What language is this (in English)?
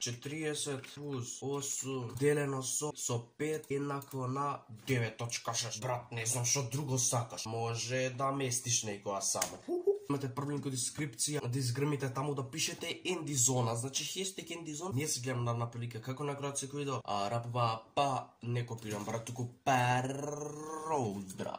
Macedonian